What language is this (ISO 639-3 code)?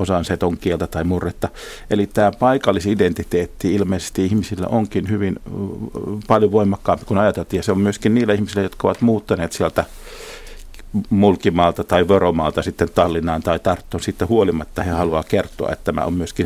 fin